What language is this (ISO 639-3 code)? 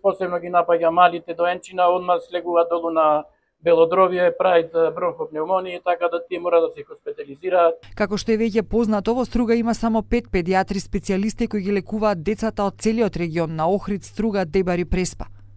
mkd